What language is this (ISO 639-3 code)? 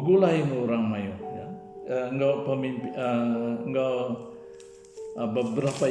iba